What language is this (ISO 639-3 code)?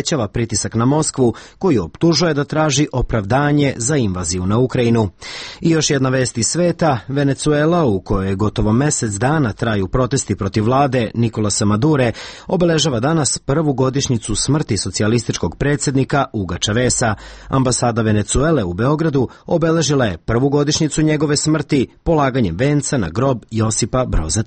srp